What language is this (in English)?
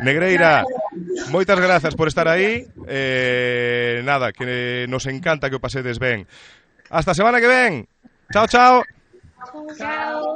Galician